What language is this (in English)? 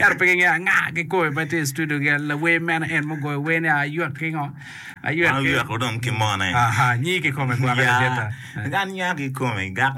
Acoli